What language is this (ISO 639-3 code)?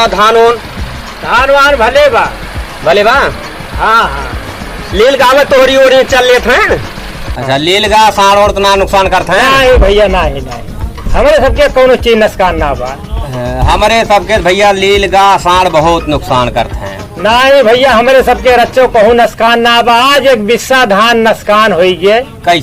awa